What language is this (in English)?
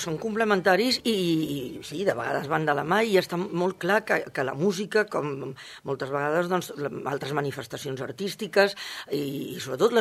Catalan